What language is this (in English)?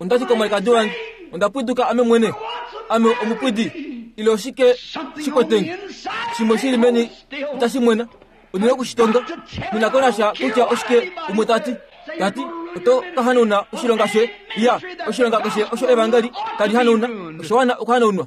Kuanyama